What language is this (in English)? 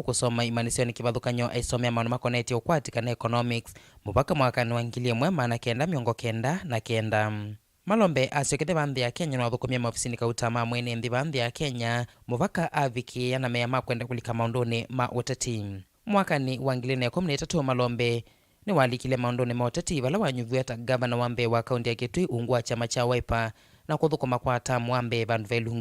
Kamba